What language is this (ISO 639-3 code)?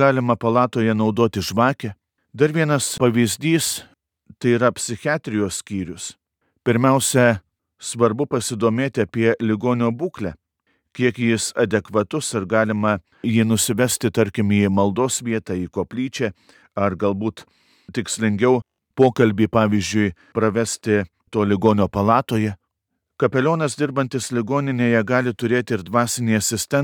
lit